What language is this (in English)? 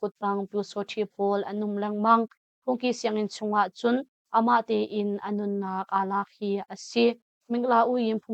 Hakha Chin